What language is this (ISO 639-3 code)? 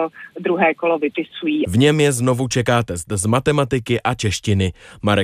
ces